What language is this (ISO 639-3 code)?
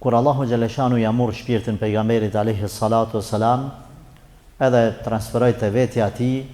sqi